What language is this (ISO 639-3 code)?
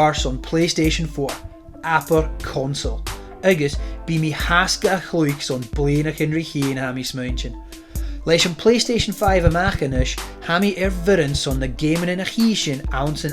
gla